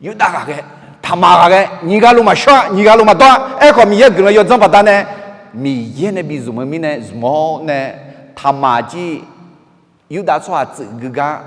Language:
Akha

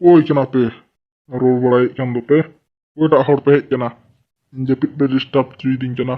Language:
Santali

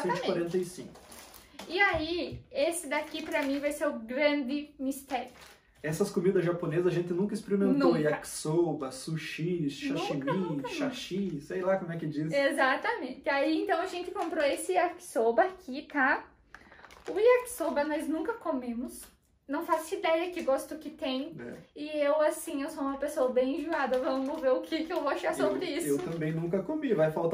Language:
Portuguese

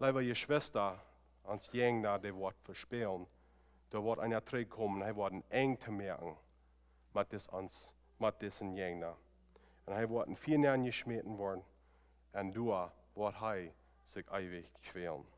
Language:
Plautdietsch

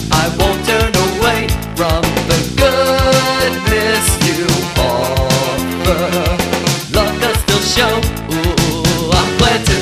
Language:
English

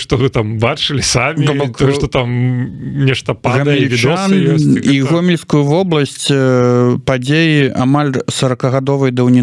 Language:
Belarusian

